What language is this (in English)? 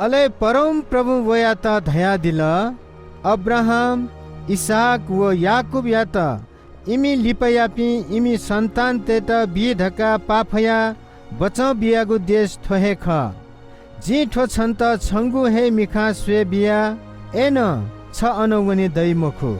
Newari